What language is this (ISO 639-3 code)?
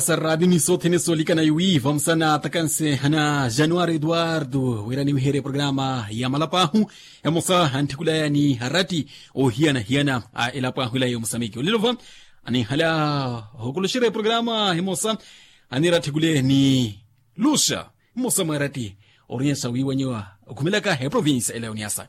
vmw